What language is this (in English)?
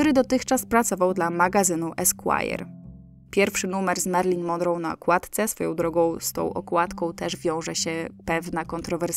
Polish